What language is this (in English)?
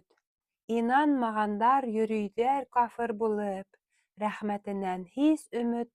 Bashkir